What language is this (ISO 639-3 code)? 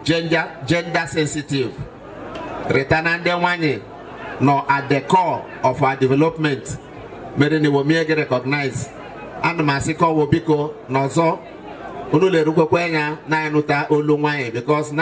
ibo